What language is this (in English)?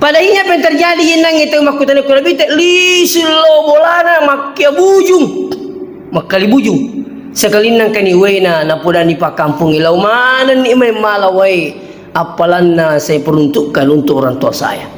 Buginese